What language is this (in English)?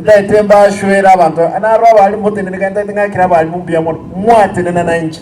Gusii